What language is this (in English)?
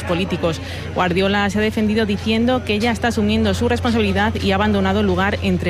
Spanish